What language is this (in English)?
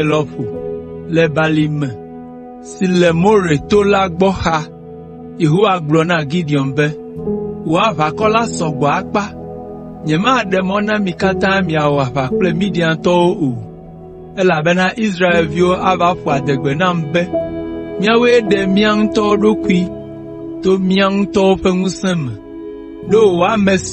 Ewe